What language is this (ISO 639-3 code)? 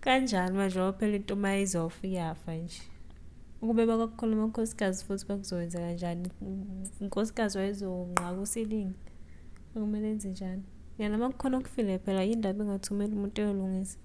zul